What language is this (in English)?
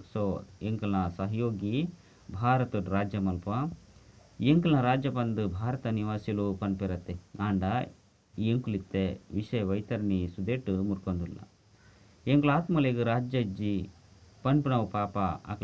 Tulu